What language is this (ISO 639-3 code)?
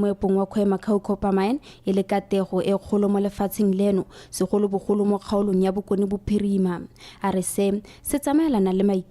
tsn